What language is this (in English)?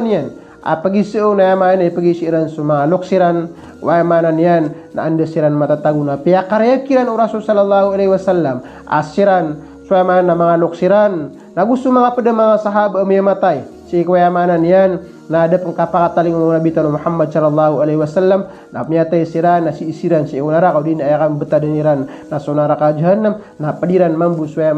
Maranao